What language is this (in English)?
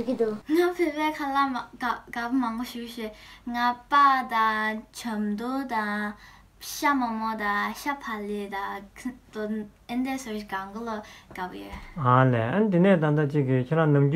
Tibetan